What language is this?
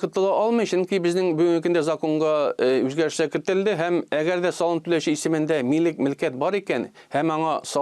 Tatar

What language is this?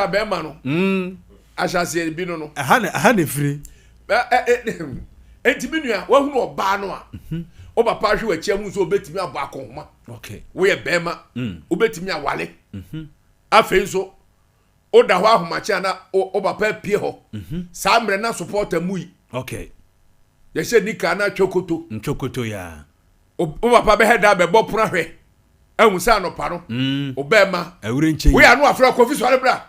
Akan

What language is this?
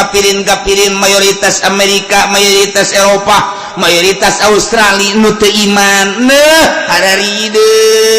Sundanese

